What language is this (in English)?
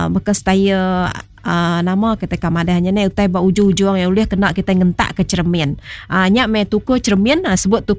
Iban